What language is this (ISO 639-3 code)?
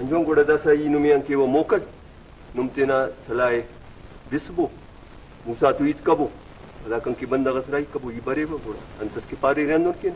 brh